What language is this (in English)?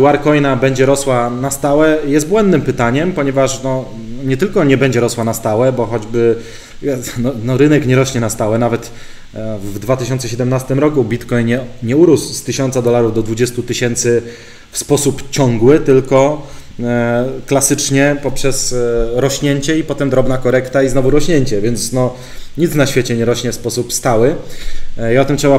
Polish